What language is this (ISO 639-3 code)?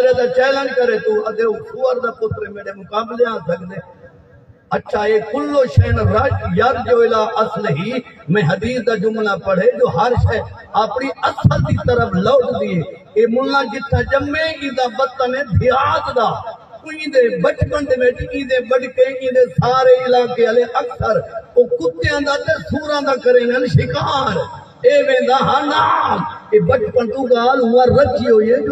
skr